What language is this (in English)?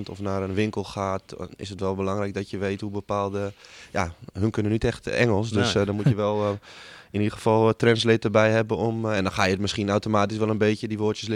Dutch